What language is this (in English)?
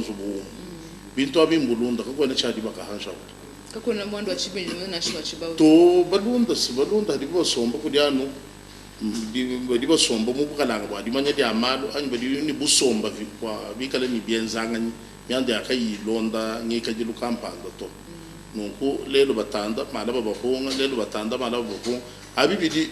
Luba-Lulua